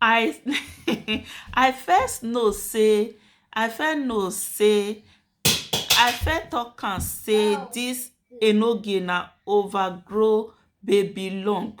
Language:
Nigerian Pidgin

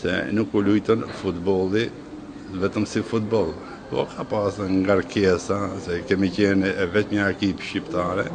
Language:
Albanian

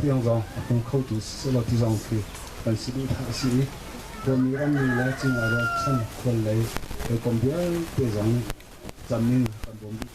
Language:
Hakha Chin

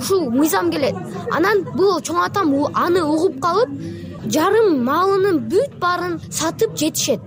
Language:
Kyrgyz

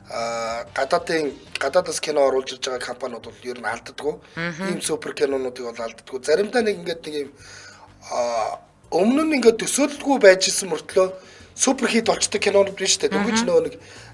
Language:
Mongolian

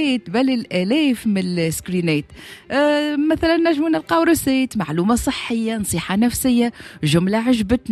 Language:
Tunisian Arabic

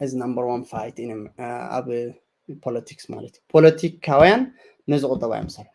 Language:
Tigrinya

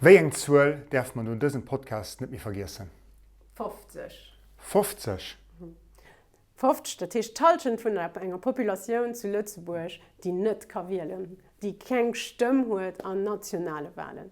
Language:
Luxembourgish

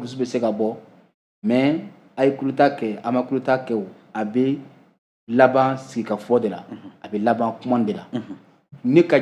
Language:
Bambara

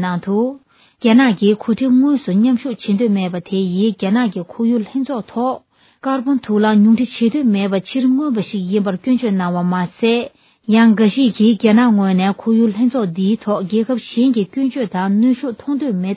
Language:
Tibetan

